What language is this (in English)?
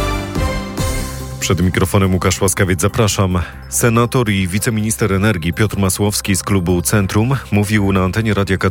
Polish